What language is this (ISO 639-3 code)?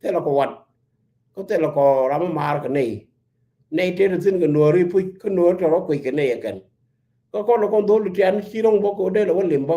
nus